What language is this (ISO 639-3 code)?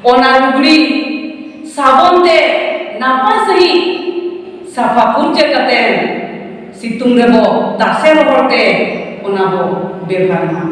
sat